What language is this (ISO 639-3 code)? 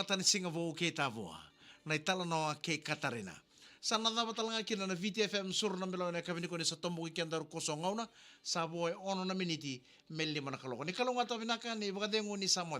fij